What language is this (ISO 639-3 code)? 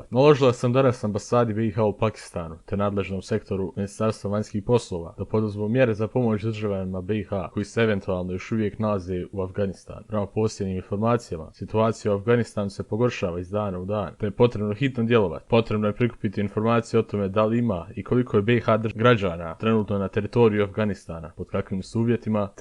bos